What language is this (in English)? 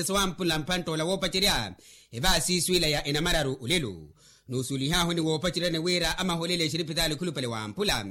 Makhuwa